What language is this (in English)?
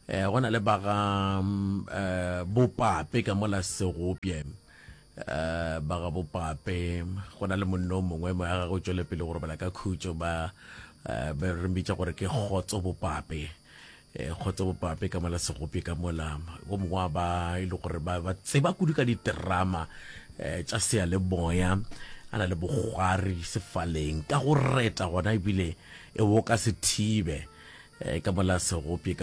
Northern Sotho